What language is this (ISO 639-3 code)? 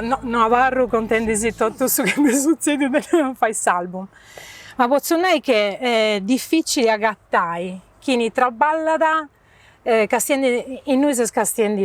srd